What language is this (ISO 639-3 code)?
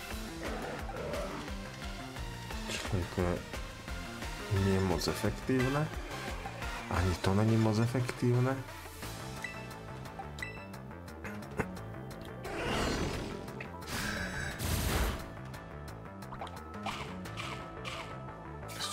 slk